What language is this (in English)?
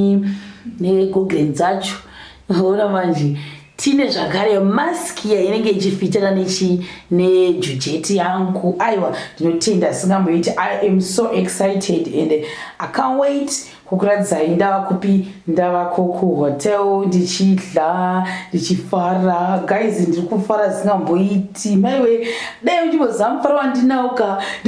Shona